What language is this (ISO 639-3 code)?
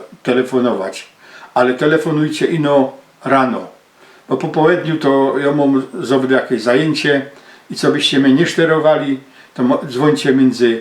szl